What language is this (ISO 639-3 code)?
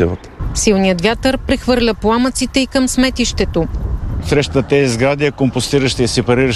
bul